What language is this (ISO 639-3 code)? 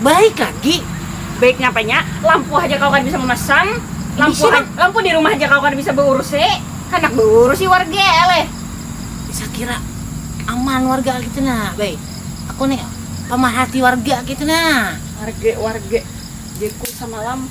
bjn